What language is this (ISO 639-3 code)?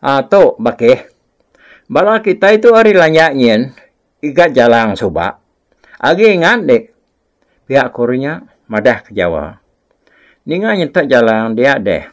iba